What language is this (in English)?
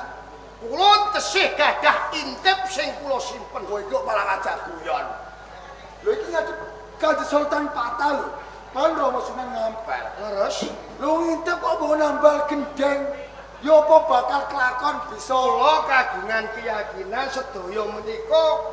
Javanese